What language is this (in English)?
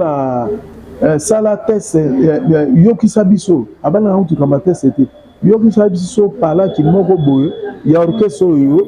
Lingala